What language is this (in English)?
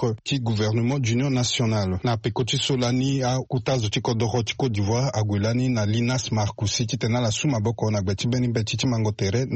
Sango